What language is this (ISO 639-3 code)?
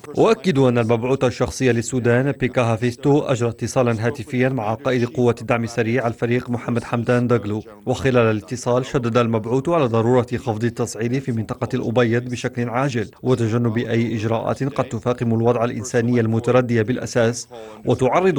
ara